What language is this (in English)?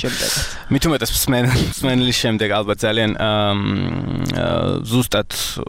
Georgian